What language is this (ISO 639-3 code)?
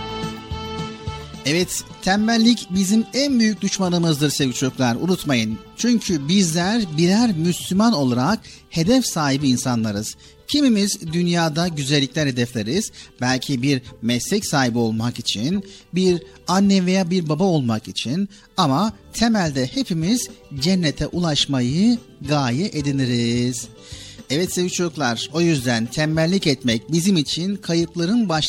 tur